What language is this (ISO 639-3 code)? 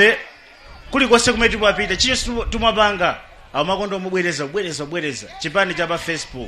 nya